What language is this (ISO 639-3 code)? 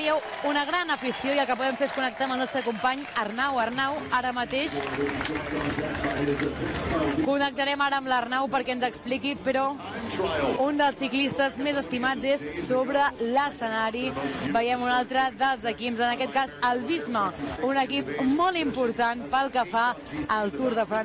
cat